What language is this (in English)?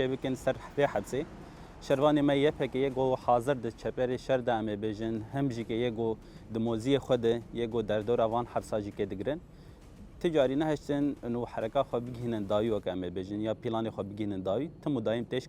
Kurdish